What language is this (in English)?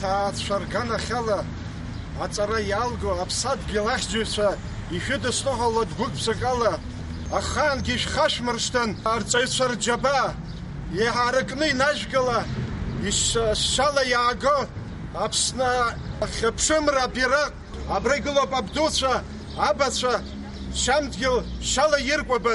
Abkhazian